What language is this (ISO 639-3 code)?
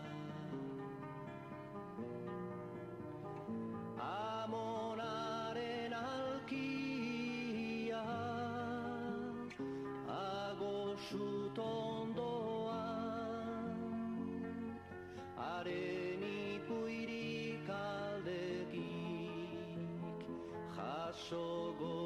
eus